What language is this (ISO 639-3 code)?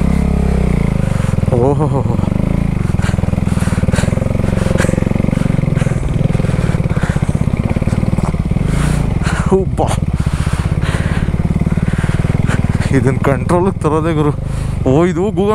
kan